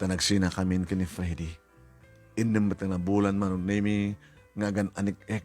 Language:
Iloko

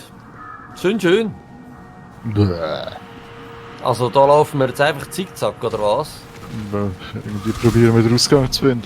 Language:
Swiss German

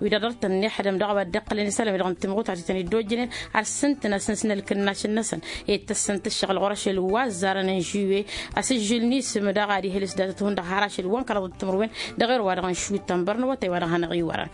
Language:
Tamasheq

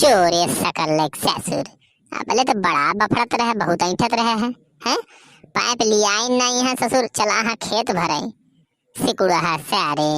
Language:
Awadhi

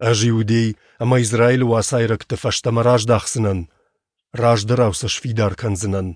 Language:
Ossetic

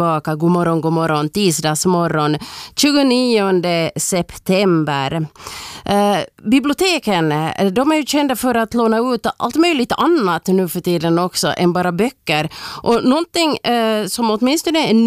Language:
Swedish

